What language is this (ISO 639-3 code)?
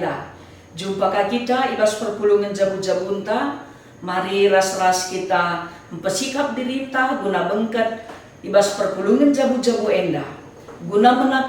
btx